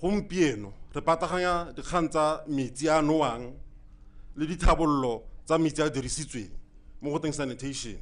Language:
Tswana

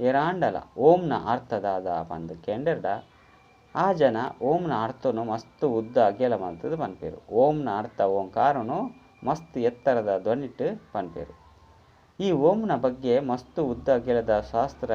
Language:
Tulu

